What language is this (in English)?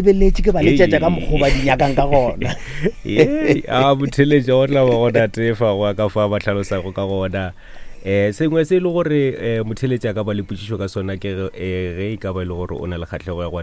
Northern Sotho